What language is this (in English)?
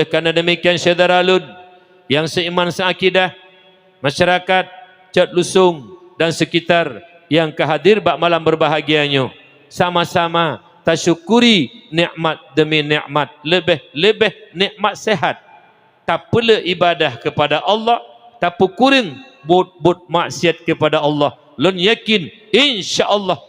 Achinese